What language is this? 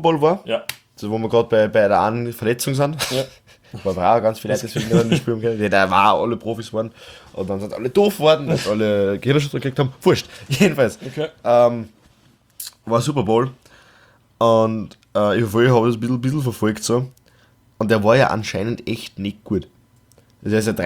German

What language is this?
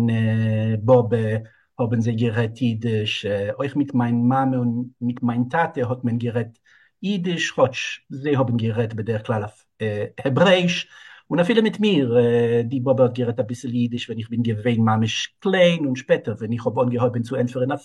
Yiddish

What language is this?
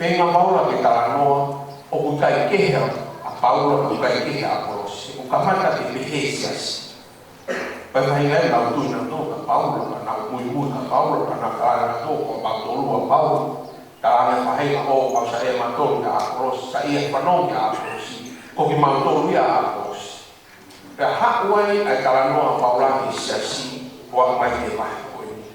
Tongan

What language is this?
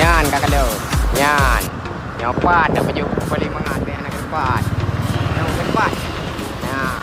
Achinese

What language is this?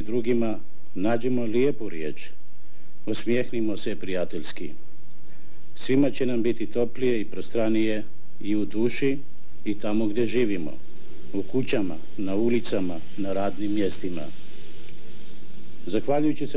Bosnian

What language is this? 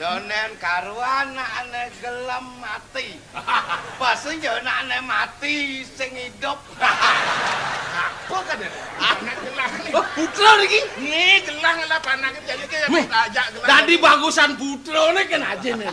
Balinese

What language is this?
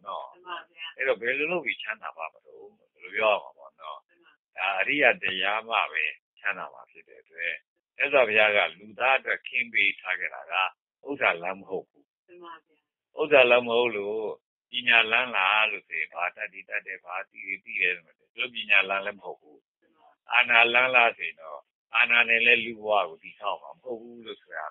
Burmese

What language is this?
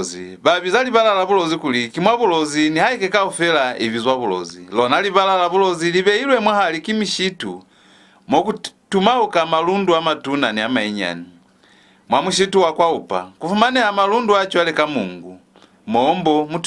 Lozi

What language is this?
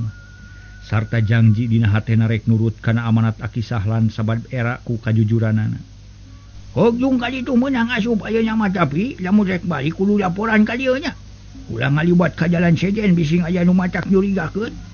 Sundanese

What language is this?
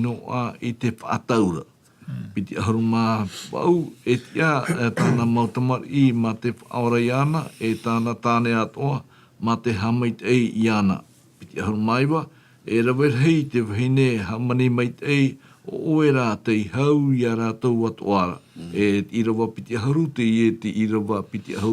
Tahitian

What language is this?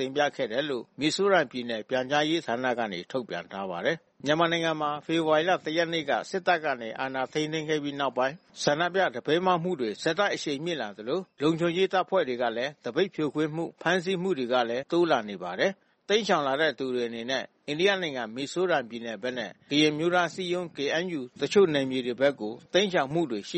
Burmese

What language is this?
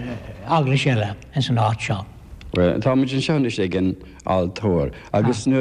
Irish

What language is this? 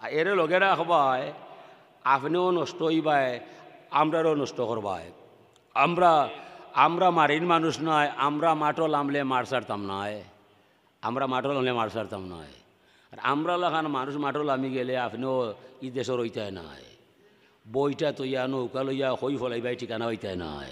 Sylheti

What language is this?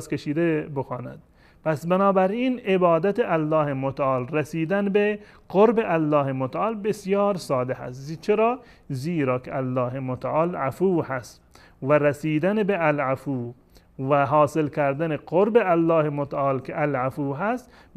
Persian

